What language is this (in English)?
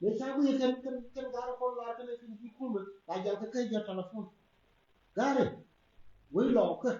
Nuer